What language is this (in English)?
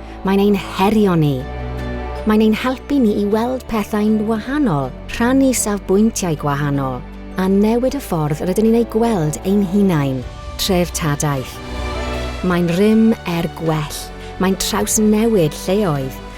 Welsh